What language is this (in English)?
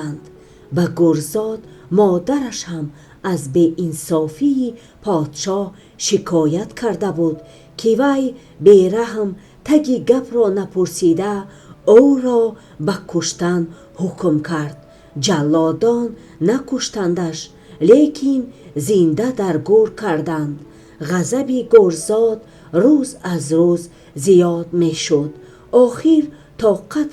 Tajik